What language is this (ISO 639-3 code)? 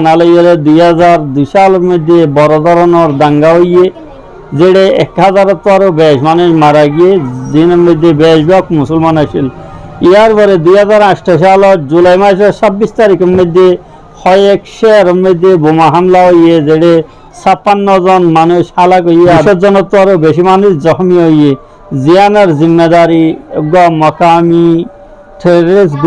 rhg